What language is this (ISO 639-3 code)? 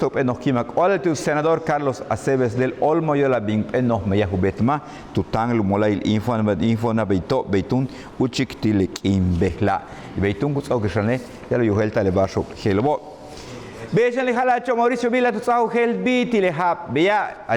yua